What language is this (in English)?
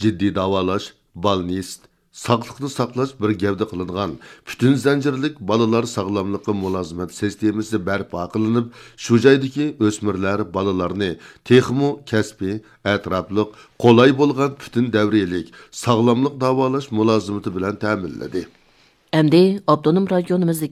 Uyghur